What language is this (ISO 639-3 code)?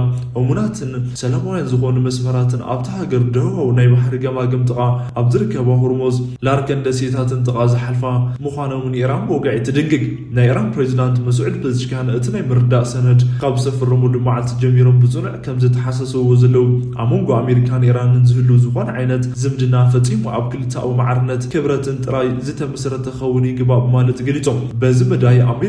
tir